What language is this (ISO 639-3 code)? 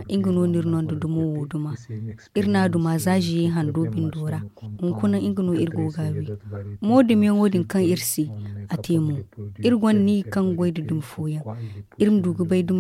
dje